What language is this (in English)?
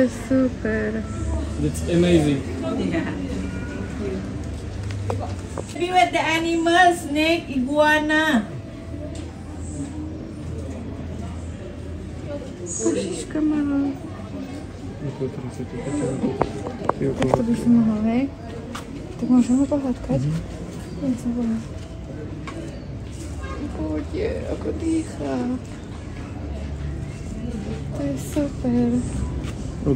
Slovak